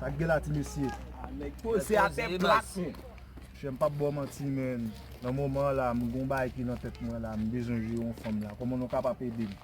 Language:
Haitian Creole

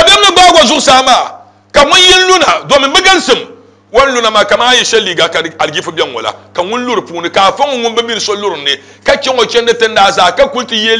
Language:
Dagbani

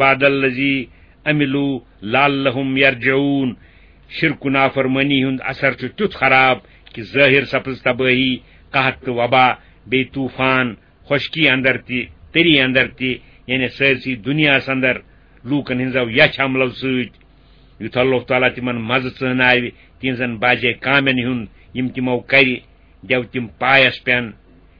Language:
Kashmiri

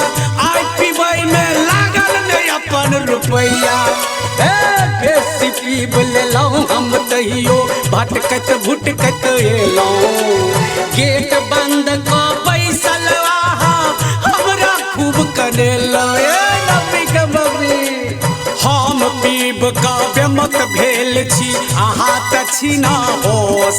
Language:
Maithili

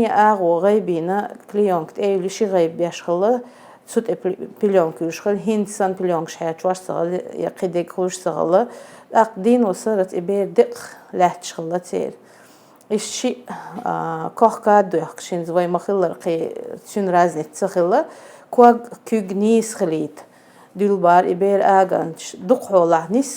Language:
Chechen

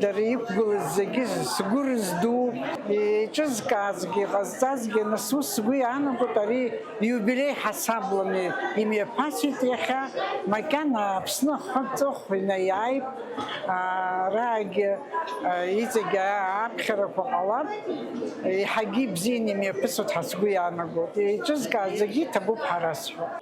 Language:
Abkhazian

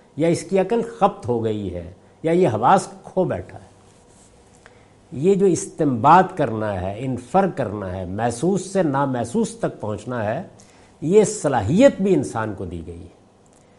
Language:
Urdu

